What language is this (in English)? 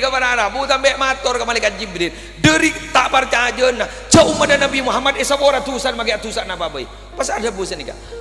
Madurese